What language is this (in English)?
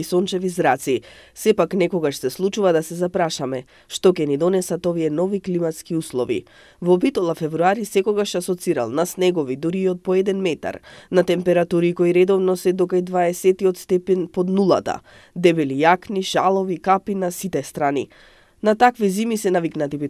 Macedonian